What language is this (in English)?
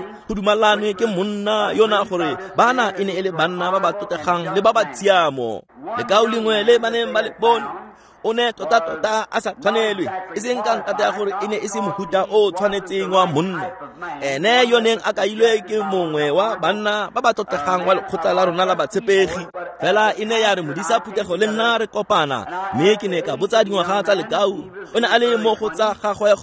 Tswana